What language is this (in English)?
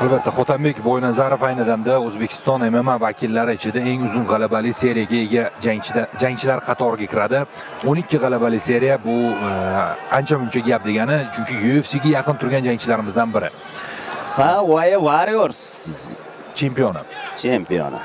Uzbek